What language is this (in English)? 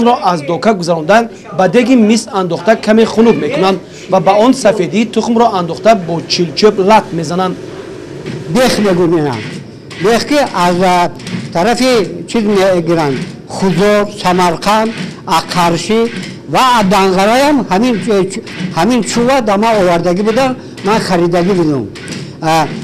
Tajik